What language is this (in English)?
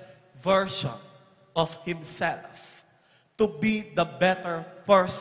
Pampanga